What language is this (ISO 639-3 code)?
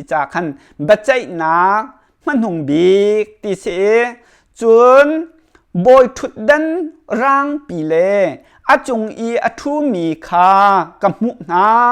cnh